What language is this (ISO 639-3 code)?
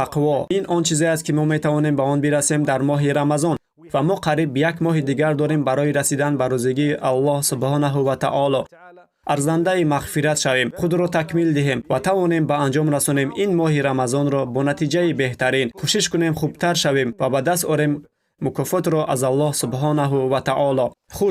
tgk